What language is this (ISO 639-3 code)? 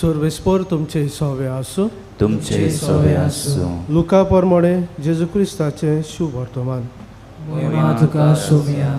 kok